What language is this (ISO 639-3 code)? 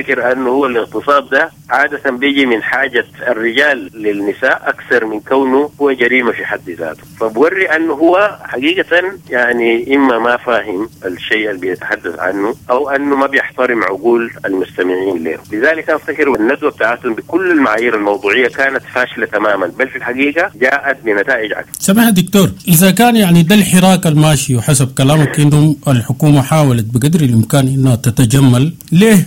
apd